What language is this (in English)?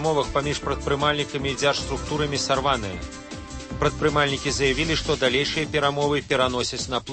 Belarusian